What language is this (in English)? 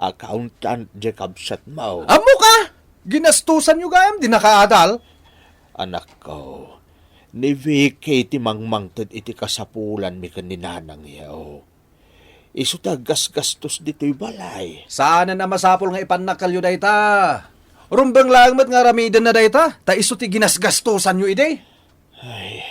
Iloko